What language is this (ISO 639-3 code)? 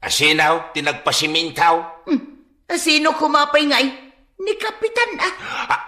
ilo